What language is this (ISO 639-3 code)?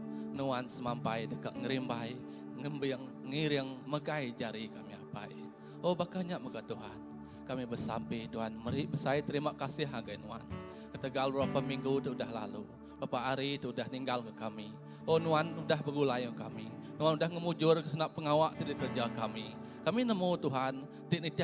iba